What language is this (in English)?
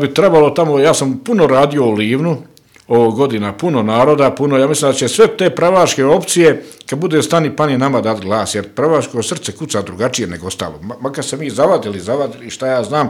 Bosnian